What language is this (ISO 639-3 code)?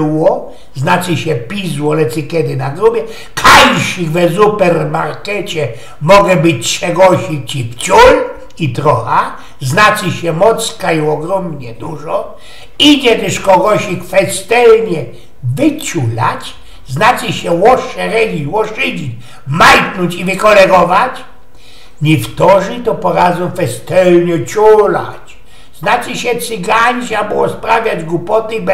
szl